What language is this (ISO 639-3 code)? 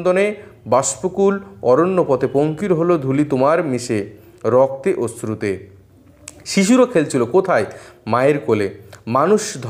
ben